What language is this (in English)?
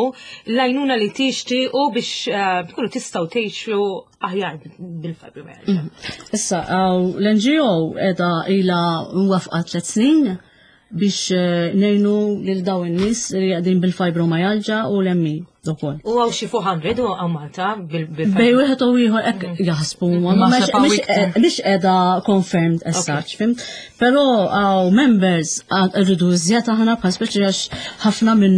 Maltese